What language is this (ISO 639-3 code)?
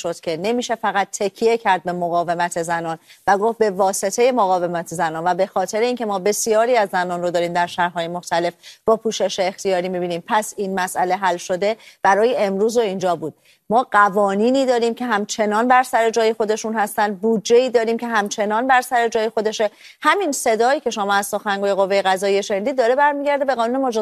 fas